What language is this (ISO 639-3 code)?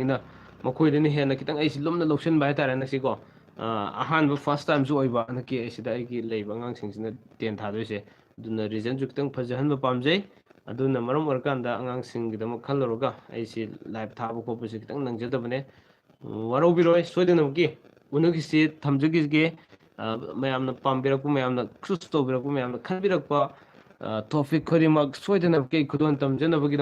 mni